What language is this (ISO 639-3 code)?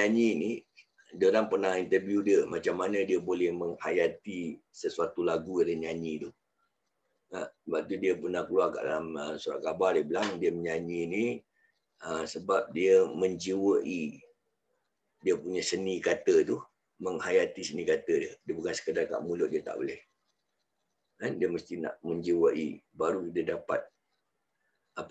msa